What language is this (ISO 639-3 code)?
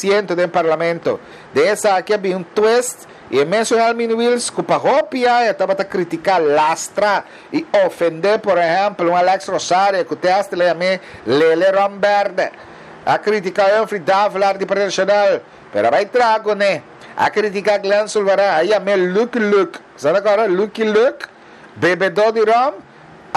pap